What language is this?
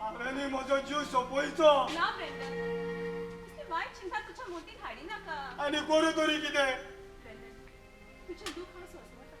Konkani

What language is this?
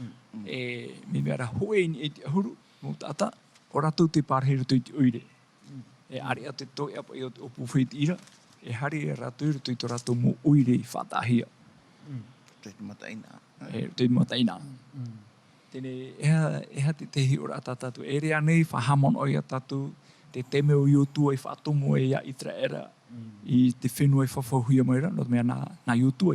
Tahitian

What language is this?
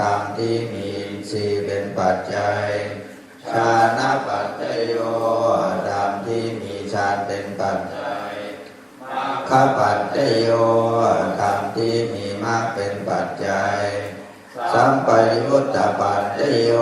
Pali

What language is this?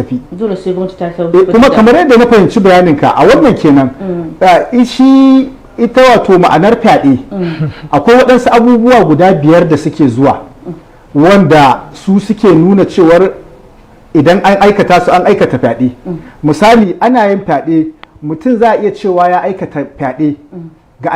Hausa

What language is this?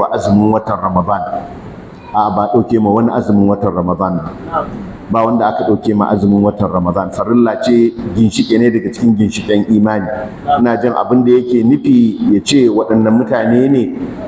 Hausa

